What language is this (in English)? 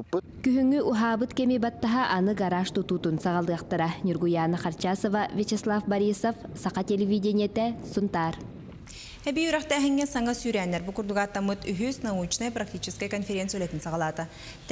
Yakut